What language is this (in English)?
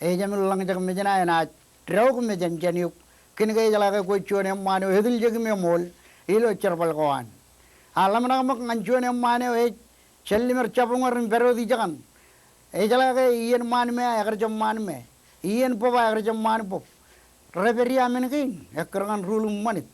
Marshallese